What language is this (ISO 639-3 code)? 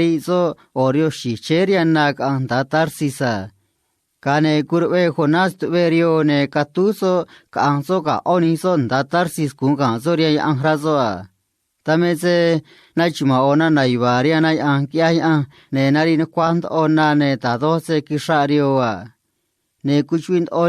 trc